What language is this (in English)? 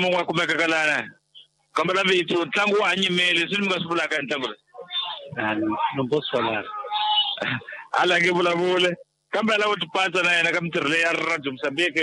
Tsonga